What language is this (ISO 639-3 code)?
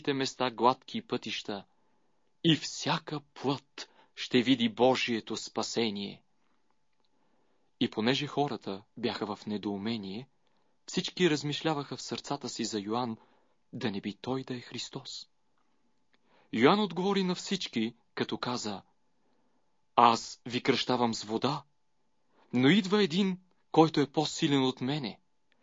bul